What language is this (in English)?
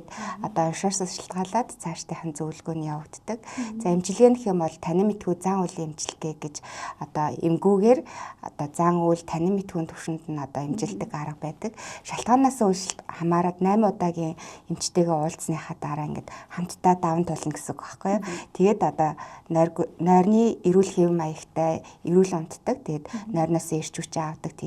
Mongolian